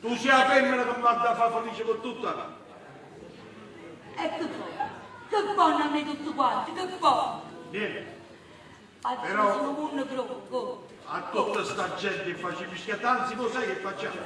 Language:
Neapolitan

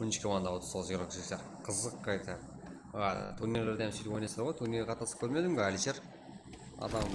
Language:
Kara-Kalpak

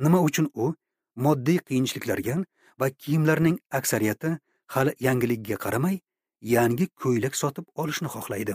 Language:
Uzbek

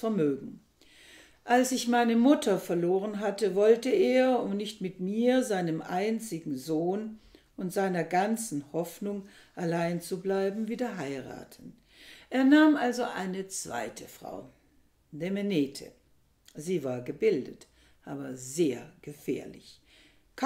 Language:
German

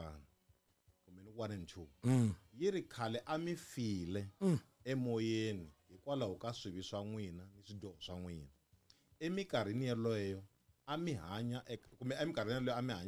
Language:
Tsonga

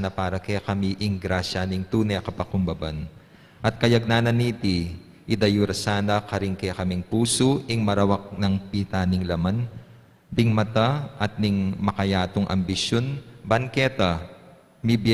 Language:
Pampanga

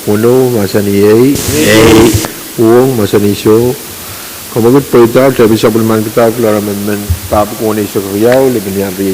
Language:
Pohnpeian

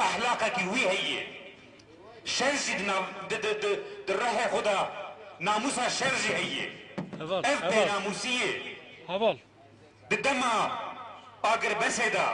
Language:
Kurdish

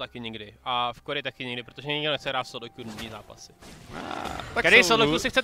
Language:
Czech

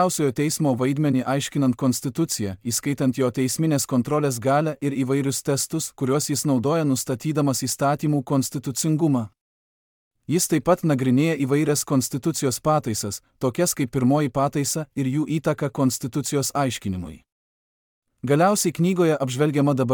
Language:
Lithuanian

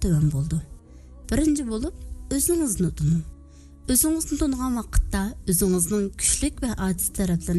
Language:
Uyghur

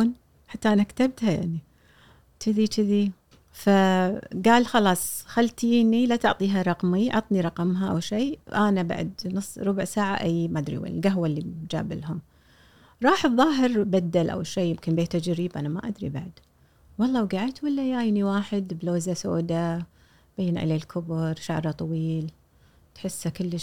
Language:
Gulf Arabic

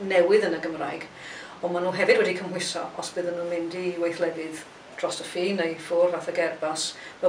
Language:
Welsh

